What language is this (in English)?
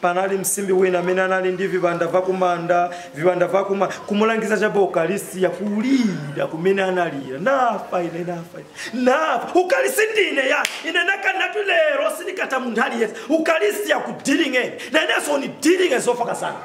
Nyanja